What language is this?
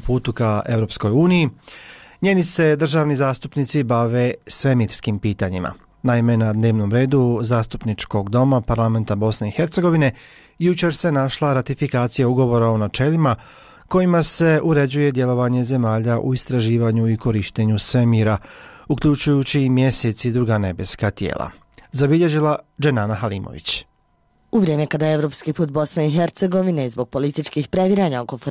Bosnian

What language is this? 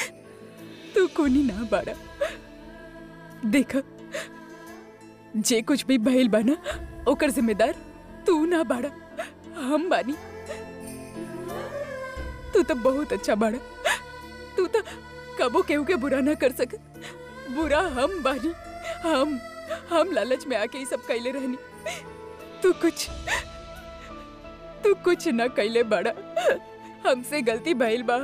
Bhojpuri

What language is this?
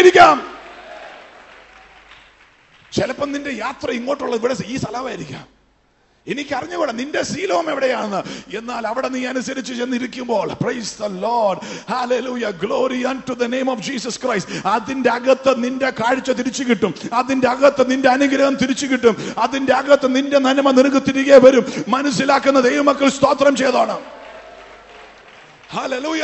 Malayalam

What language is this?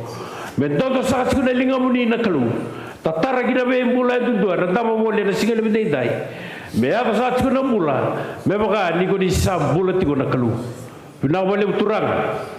Fijian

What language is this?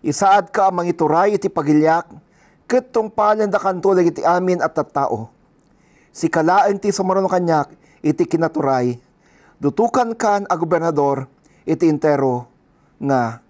Iloko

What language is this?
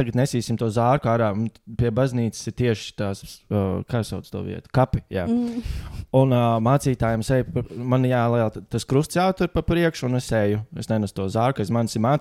Latvian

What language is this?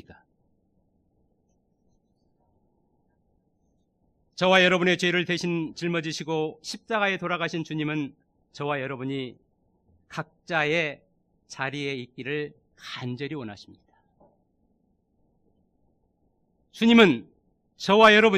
Korean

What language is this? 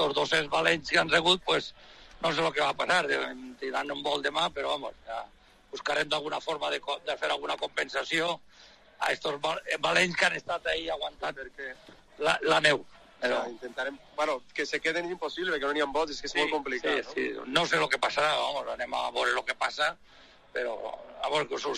Catalan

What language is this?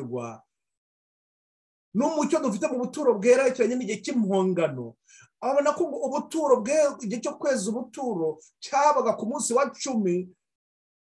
Kinyarwanda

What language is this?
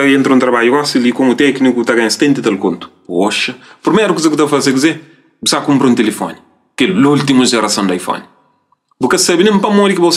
Kabuverdianu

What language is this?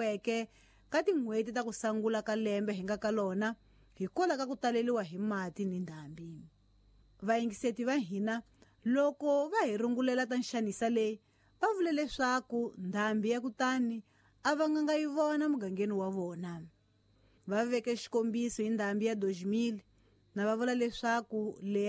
Tsonga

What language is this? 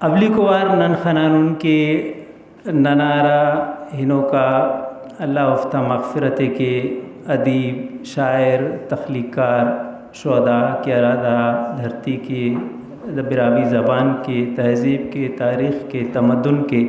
Brahui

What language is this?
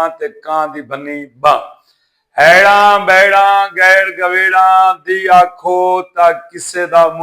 Saraiki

